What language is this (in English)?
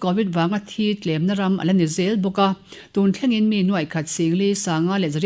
Mizo